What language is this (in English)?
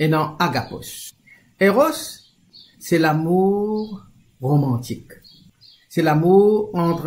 Morisyen